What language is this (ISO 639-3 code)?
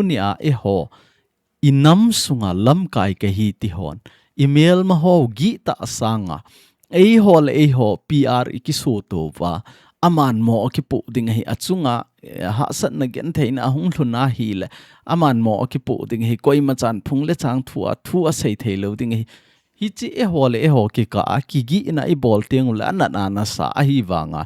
tcz